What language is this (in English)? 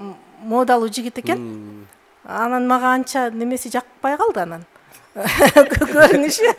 Kyrgyz